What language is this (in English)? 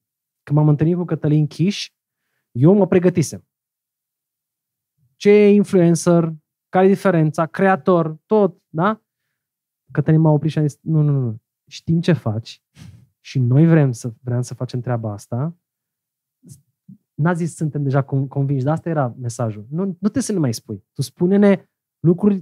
Romanian